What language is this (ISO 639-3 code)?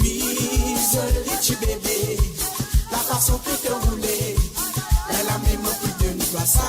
mfe